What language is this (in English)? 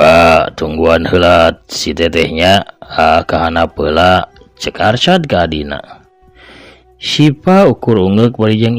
Sundanese